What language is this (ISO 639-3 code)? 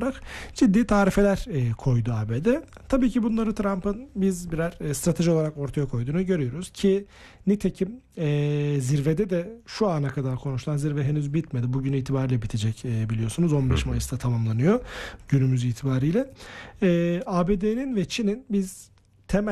tur